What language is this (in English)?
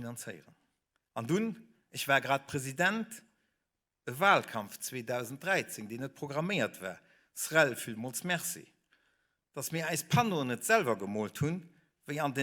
Luxembourgish